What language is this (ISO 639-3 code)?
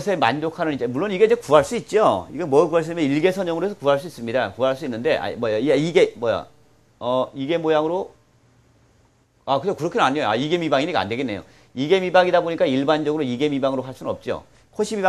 kor